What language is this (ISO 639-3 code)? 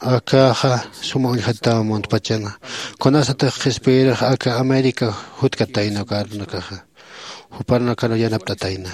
aym